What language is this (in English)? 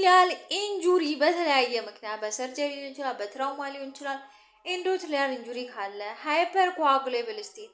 Amharic